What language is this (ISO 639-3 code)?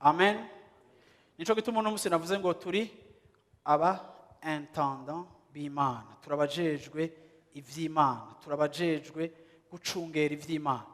run